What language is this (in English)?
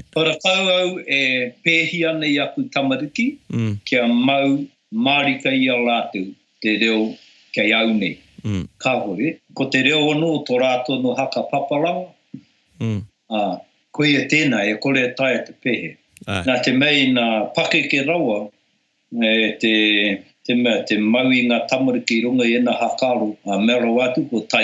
Māori